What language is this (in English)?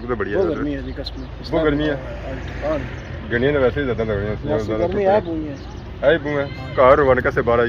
Pahari-Potwari